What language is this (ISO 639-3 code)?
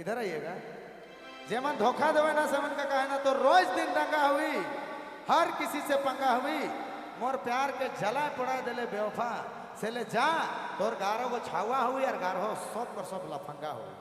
sck